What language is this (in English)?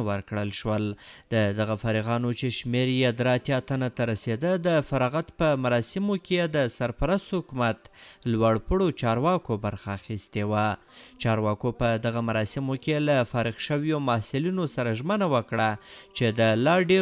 Pashto